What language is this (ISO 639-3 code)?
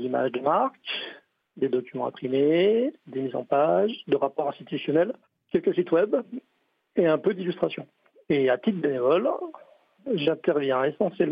fra